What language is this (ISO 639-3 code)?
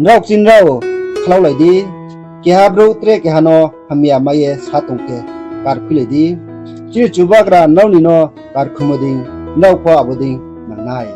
ria